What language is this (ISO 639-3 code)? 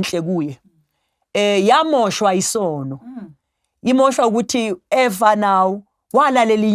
zul